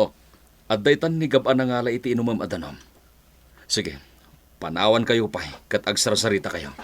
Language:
Iloko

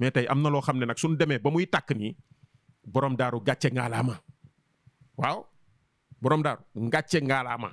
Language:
Wolof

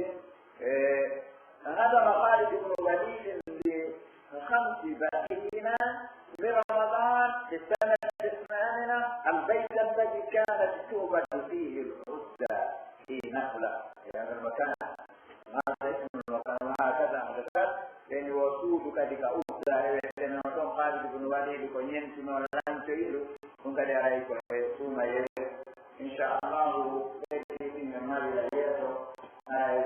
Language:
Pular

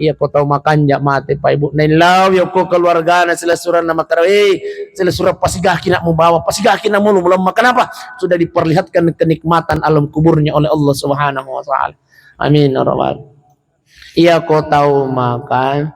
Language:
Buginese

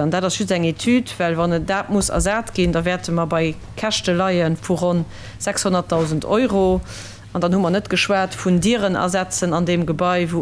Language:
Luxembourgish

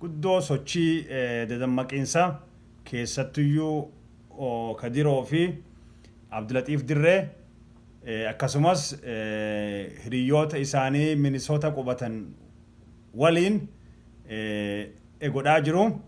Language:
Oromo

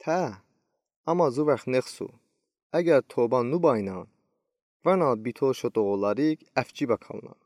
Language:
Udi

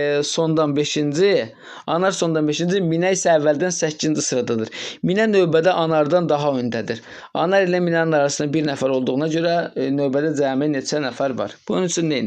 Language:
Azerbaijani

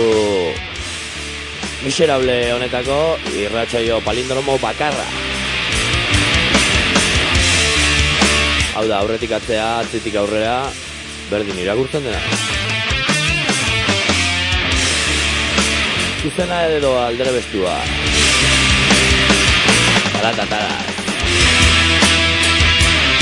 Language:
Basque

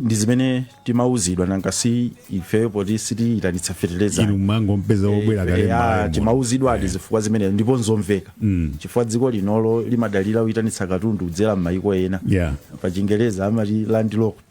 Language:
Nyanja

